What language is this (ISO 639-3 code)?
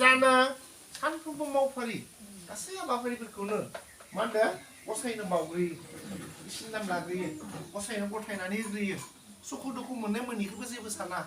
brx